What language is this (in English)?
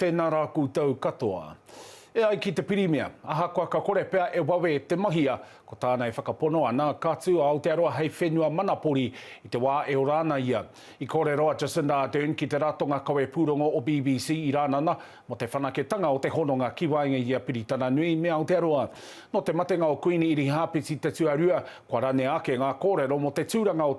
Māori